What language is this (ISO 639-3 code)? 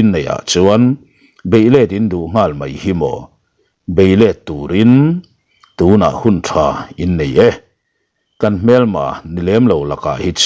lus